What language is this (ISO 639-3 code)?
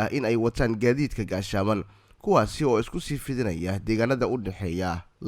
som